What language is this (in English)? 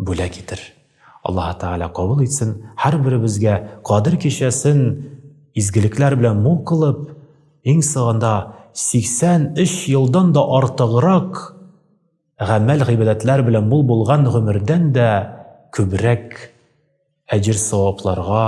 Tatar